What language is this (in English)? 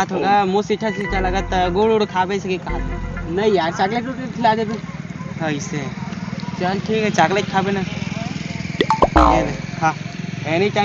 Chhattisgarhi